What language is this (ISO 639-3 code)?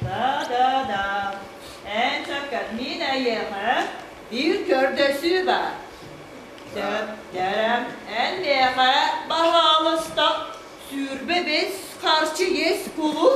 sah